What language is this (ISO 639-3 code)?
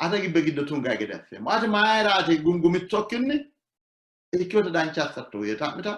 sid